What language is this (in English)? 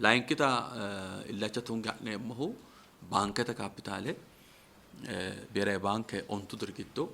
Sidamo